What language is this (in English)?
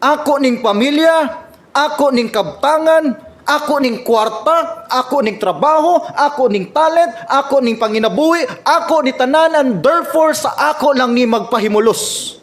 Cebuano